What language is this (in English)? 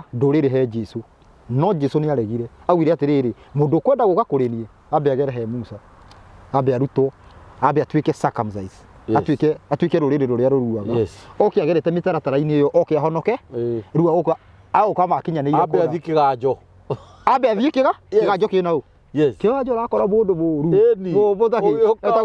Kikuyu